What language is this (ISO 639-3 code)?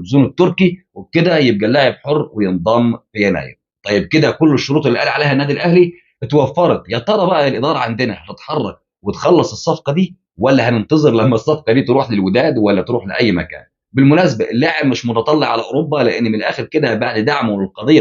arz